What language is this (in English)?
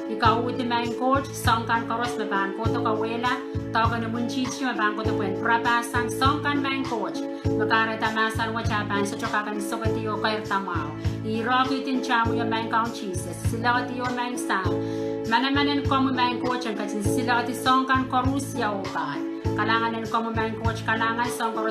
Pohnpeian